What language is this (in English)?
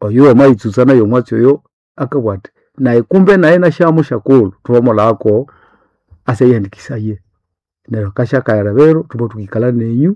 Nande